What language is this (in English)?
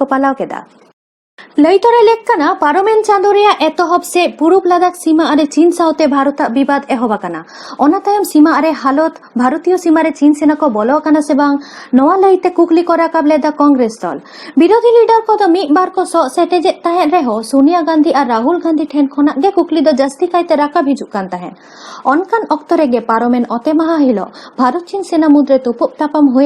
Santali